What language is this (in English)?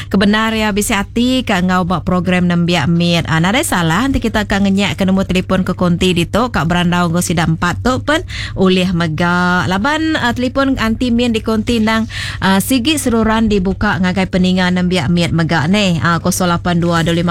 Iban